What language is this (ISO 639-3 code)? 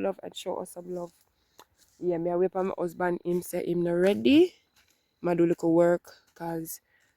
jam